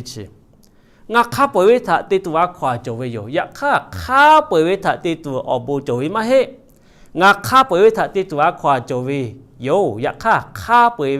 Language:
Lahu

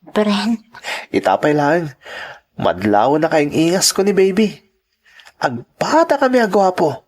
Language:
Iloko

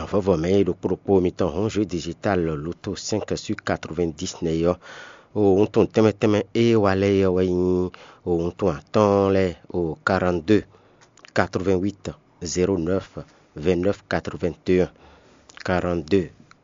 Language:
Fon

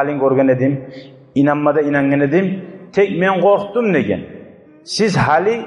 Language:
Kumyk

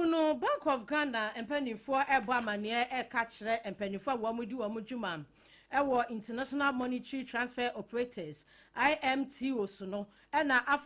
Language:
Akan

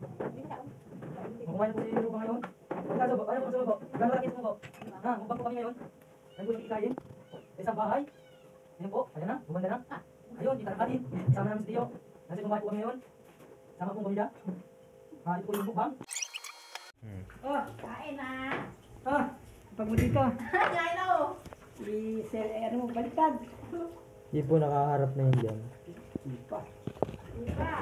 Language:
Filipino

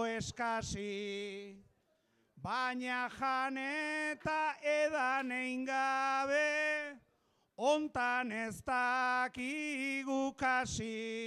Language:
Basque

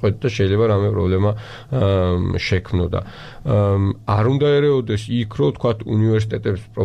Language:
Georgian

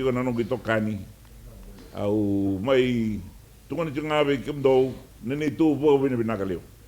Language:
Fijian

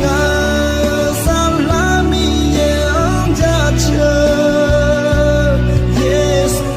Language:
Akha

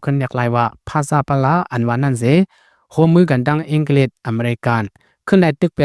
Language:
Shan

